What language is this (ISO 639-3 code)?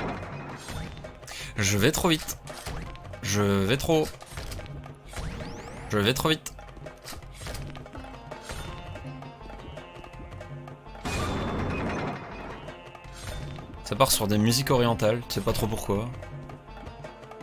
fra